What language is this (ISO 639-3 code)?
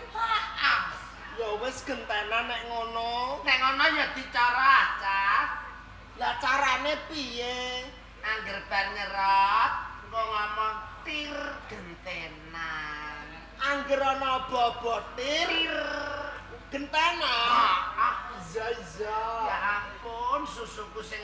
jav